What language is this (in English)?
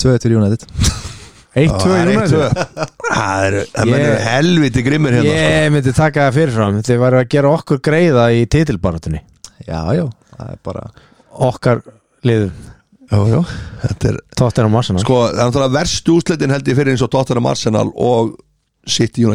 Icelandic